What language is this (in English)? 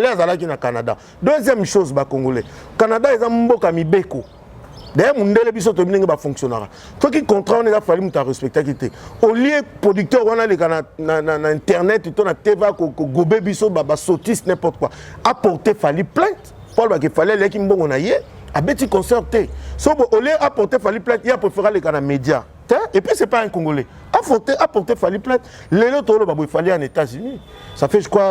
Lingala